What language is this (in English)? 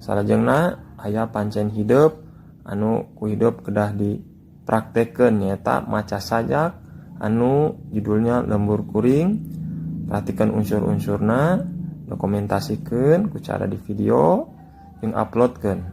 Sundanese